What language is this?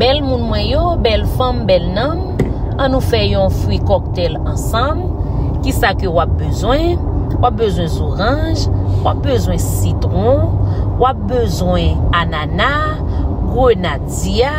Haitian Creole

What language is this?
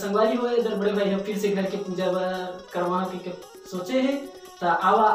Chhattisgarhi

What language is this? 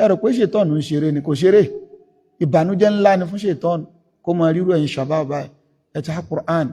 Yoruba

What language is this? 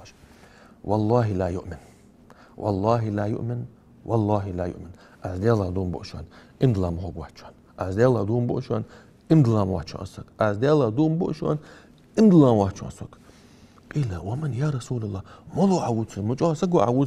Ingush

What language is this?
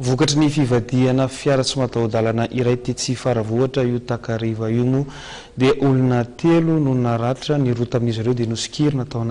Malagasy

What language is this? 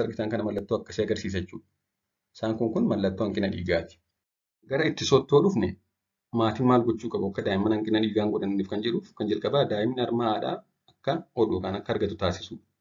Oromo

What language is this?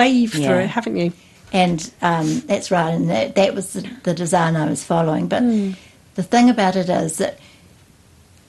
English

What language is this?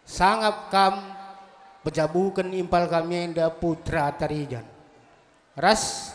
Batak Karo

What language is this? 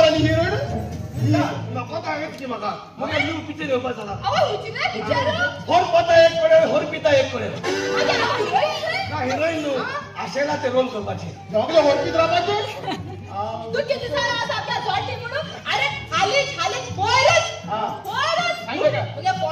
Konkani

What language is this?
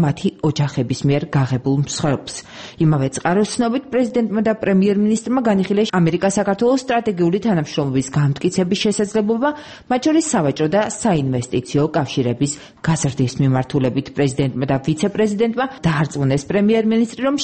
Georgian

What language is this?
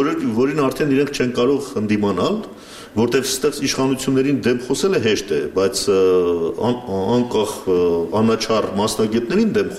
Armenian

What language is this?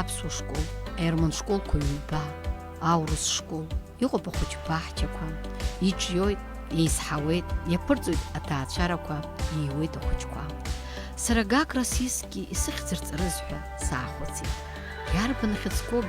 Abkhazian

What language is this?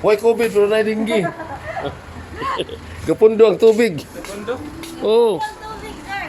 Cebuano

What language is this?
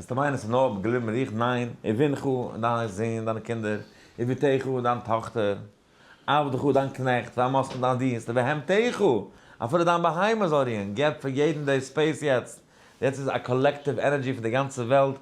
Yiddish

